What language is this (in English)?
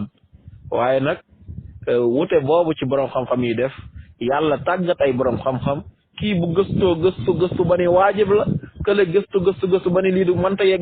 Wolof